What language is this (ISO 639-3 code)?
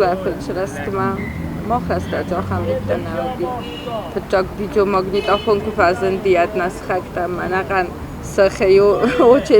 oss